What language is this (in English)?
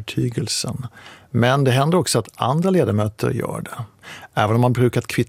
Swedish